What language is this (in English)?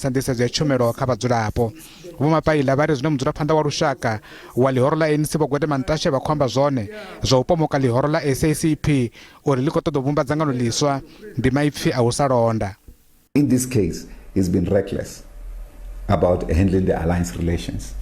Venda